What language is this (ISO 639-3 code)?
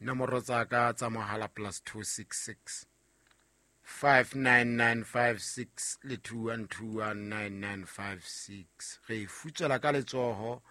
sot